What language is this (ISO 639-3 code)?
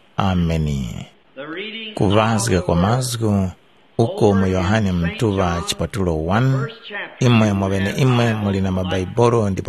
tum